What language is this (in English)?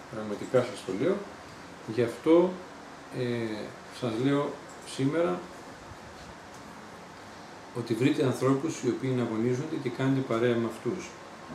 Greek